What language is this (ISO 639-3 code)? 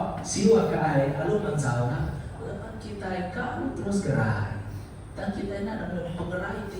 iba